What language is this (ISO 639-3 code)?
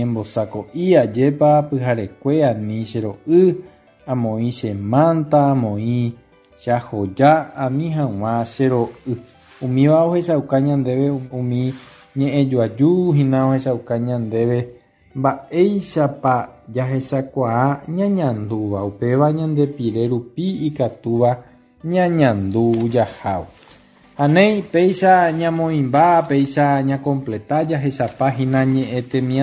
grn